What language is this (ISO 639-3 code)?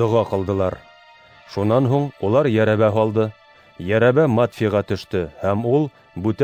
bak